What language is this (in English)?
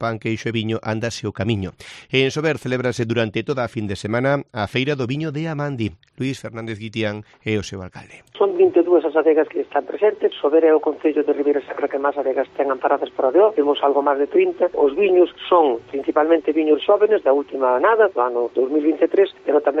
Galician